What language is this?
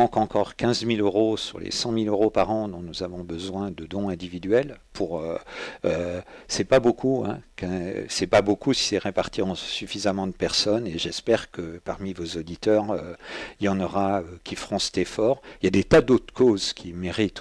French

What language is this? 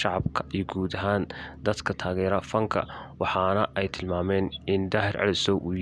Somali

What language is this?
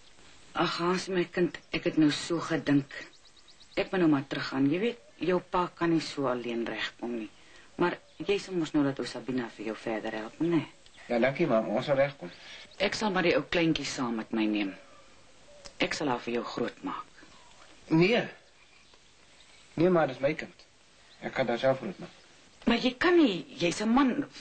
Afrikaans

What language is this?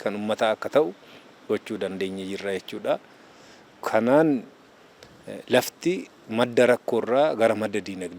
Oromo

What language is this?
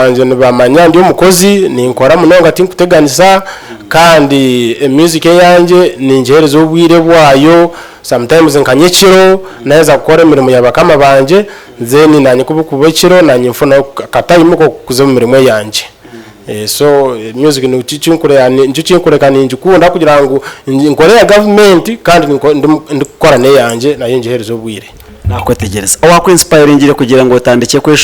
Nyankole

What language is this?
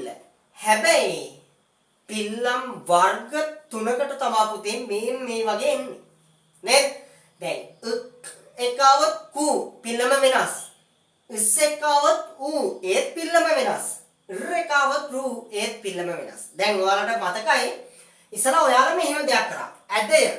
Sinhala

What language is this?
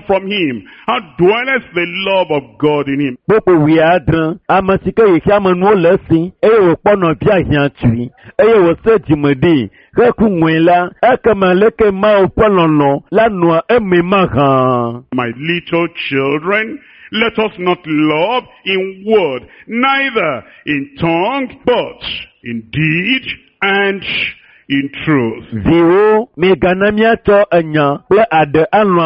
Ewe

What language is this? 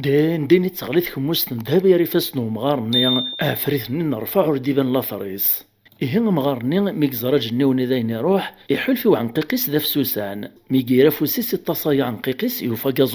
Kabyle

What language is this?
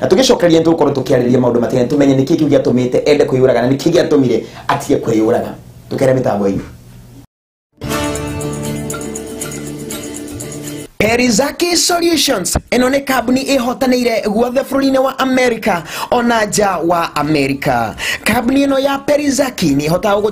Kikuyu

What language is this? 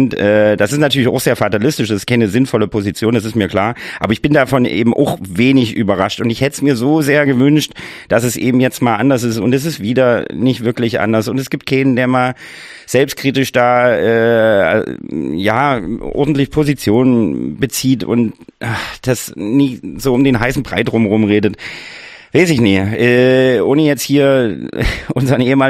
German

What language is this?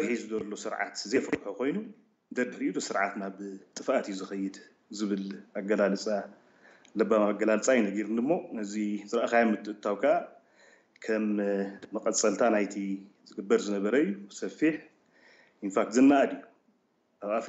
Tigrinya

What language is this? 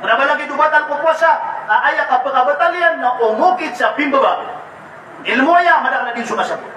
Maranao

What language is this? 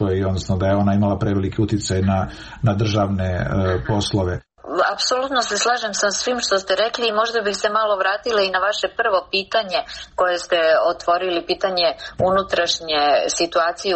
Serbian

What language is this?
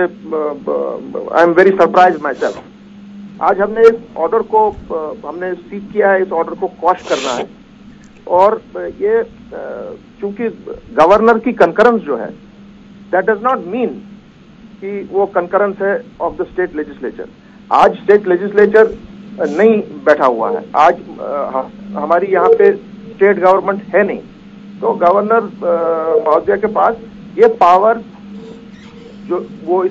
Urdu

